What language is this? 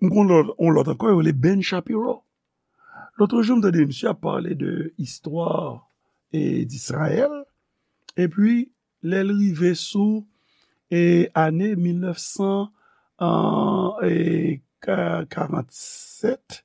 Haitian Creole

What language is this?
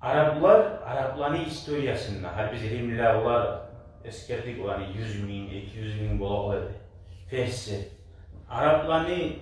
Kumyk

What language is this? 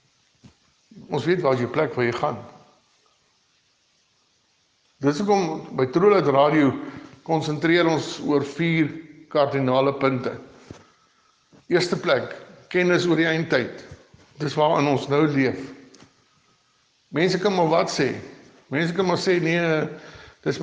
Afrikaans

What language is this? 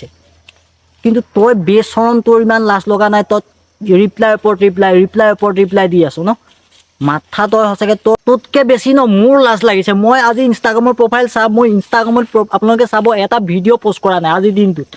Assamese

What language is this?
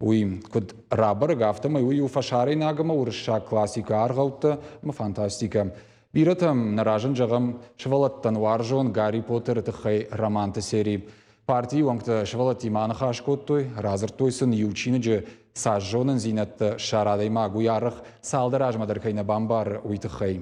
Ossetic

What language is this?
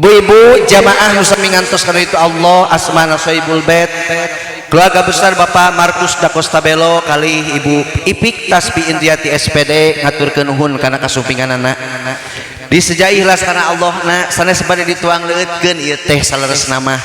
Sundanese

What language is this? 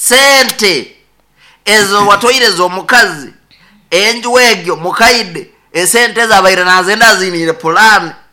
Nyoro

